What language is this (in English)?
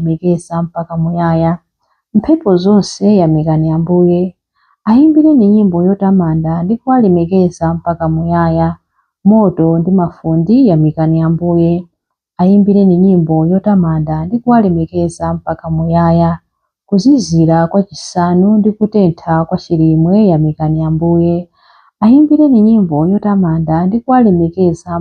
Nyanja